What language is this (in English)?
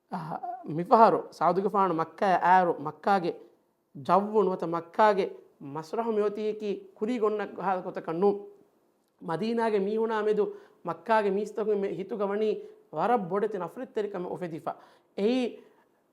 Divehi